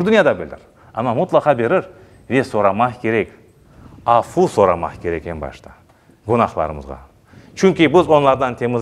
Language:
Crimean Tatar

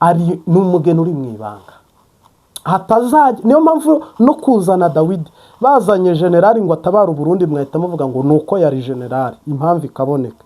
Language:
Kinyarwanda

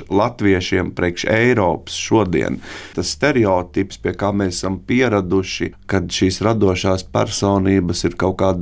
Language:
Latvian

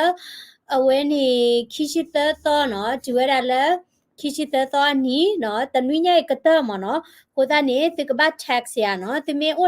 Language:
S'gaw Karen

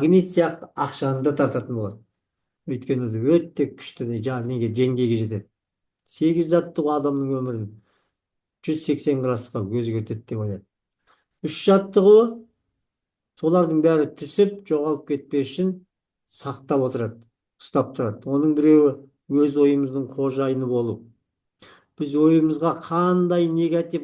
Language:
Kazakh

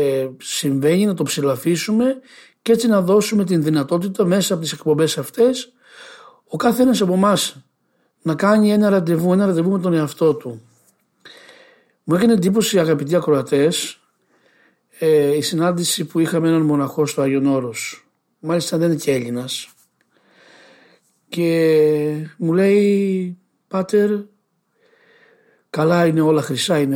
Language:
Greek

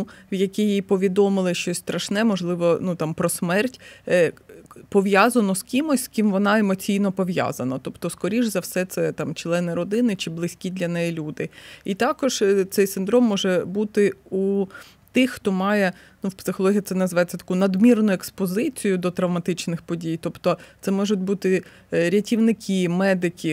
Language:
Ukrainian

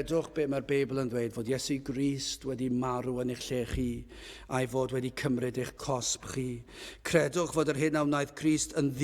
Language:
Welsh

